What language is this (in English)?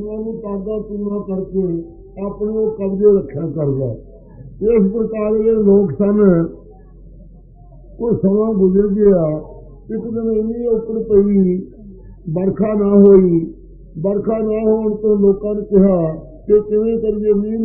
Punjabi